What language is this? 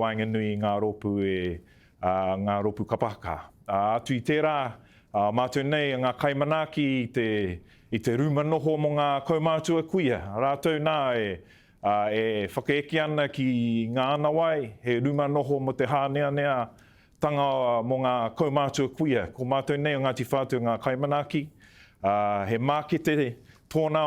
Māori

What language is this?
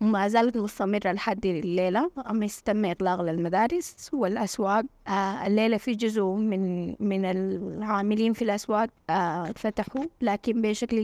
Sudanese Arabic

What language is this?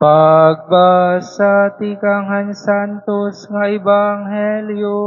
Waray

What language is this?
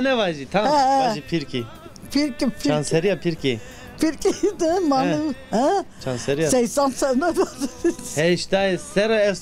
Zaza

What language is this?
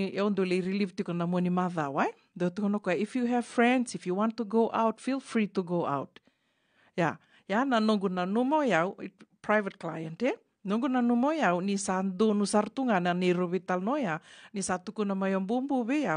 Fijian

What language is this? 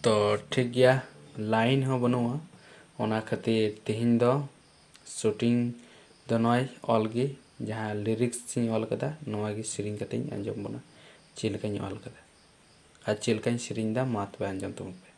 Santali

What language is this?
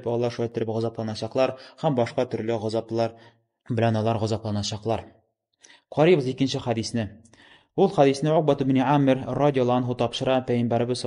Tatar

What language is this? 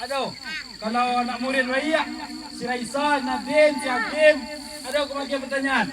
Minangkabau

